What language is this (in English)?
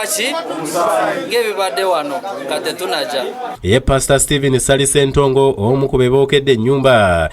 Ganda